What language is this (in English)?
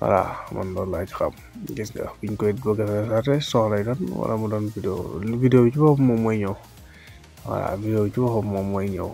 Wolof